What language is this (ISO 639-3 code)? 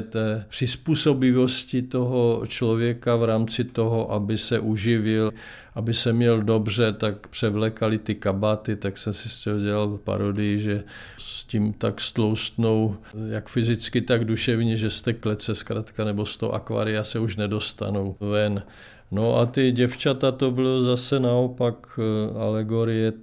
ces